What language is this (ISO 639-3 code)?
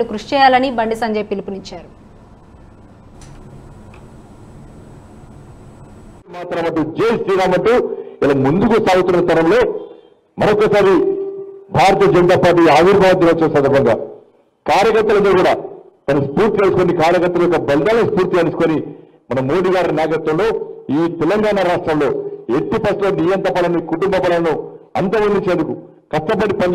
tel